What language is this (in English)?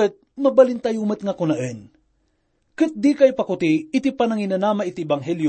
Iloko